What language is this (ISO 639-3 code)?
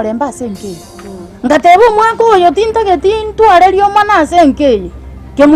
guz